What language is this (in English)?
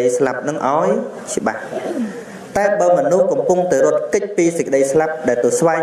Khmer